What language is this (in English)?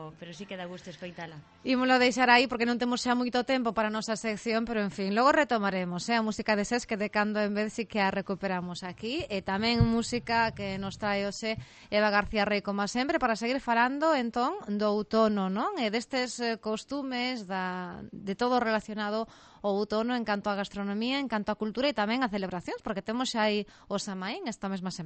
Galician